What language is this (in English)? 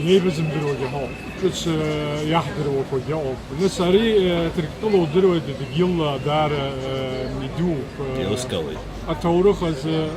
Abkhazian